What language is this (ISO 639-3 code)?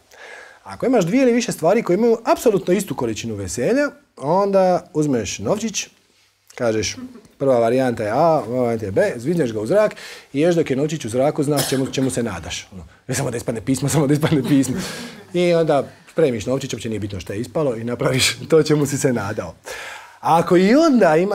hrv